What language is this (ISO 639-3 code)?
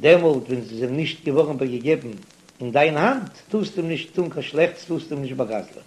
yid